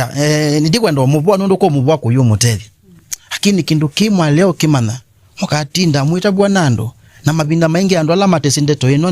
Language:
Kamba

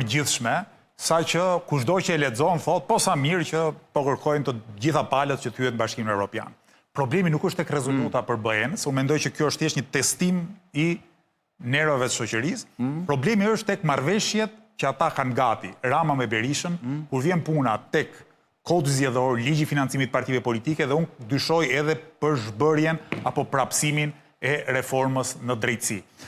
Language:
Albanian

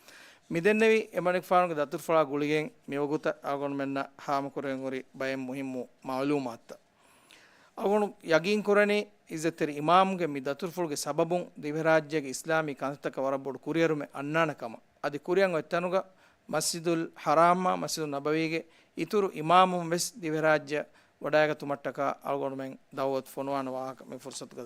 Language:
Divehi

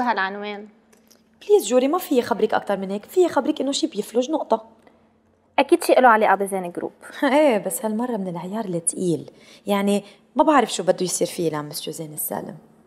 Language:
North Levantine Arabic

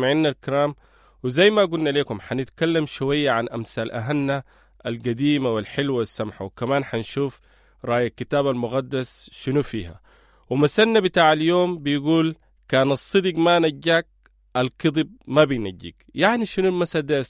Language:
Sudanese Arabic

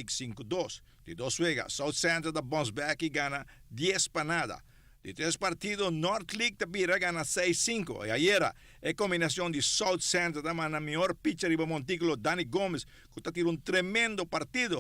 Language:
Papiamento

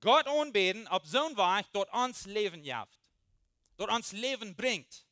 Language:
Plautdietsch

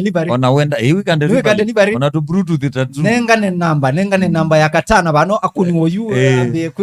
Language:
Kamba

